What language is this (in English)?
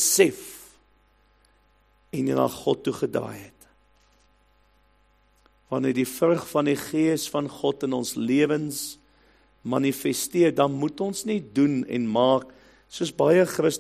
Afrikaans